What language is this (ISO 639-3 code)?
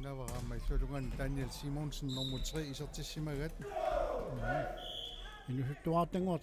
kal